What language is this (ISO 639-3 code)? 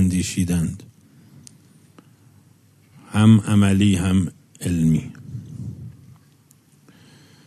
fas